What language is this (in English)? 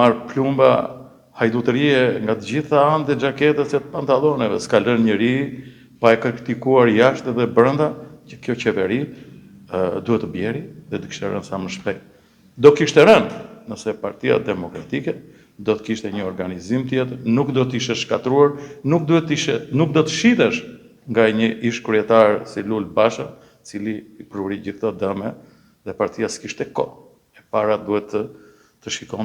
Albanian